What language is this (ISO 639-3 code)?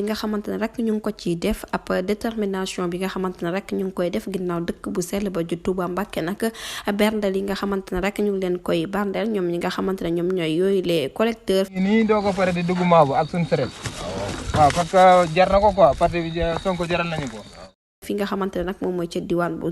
wol